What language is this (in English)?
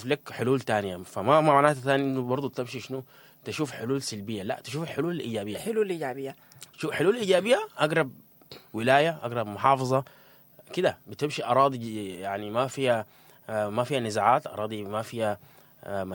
Sudanese Arabic